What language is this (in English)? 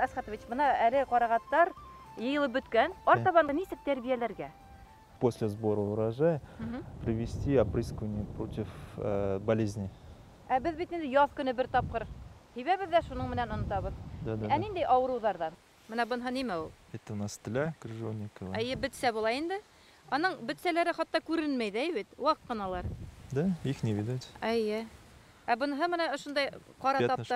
Bashkir